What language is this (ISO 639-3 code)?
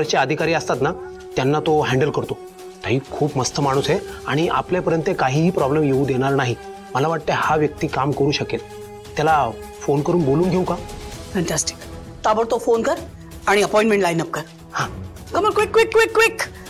mar